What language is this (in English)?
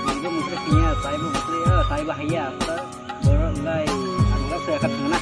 Kok Borok